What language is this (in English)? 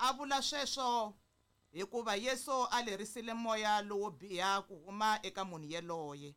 Tsonga